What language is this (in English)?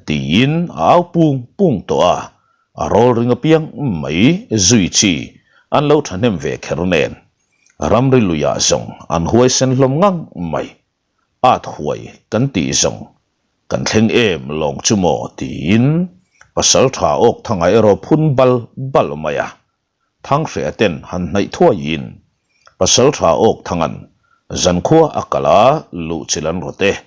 Mizo